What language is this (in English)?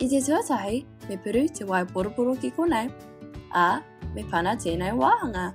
Māori